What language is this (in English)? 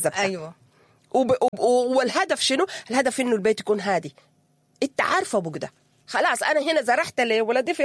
Sudanese Arabic